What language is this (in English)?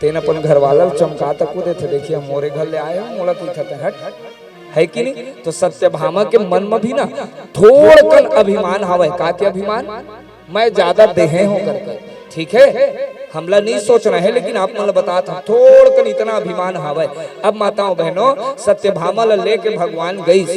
Chhattisgarhi